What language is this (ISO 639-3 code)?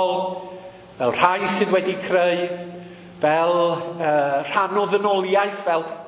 cym